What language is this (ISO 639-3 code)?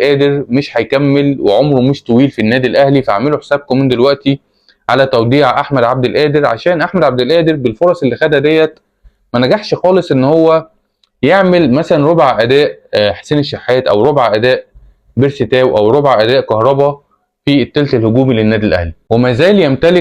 arz